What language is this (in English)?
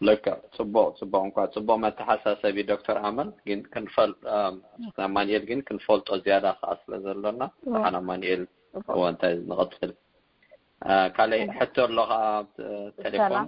Tigrinya